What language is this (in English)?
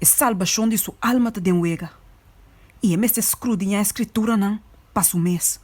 Papiamento